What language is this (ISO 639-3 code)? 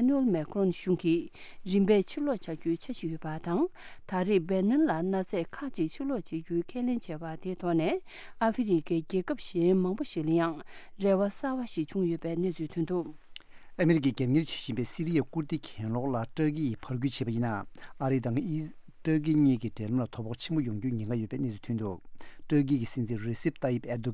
bod